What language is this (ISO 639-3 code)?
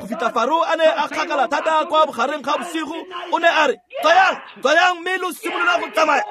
tsn